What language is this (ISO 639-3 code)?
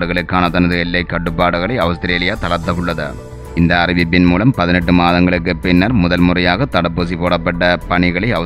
tam